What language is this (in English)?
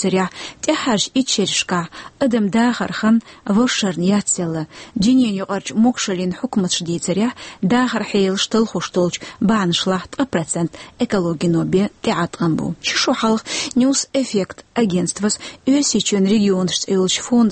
Chechen